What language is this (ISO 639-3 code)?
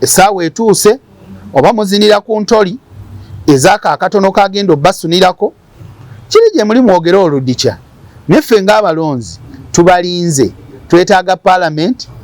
lug